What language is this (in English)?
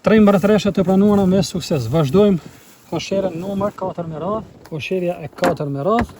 Albanian